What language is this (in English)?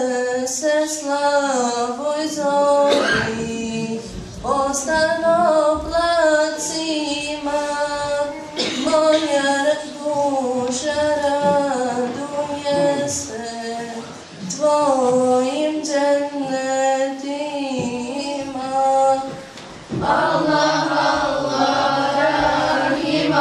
Bosnian